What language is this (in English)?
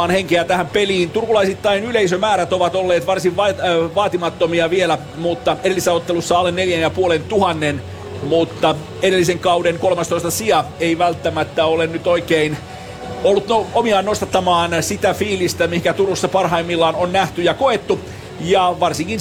Finnish